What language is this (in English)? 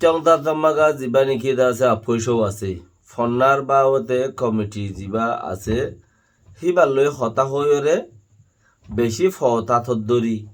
Rohingya